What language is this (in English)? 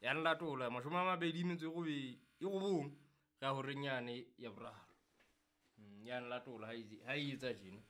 Southern Sotho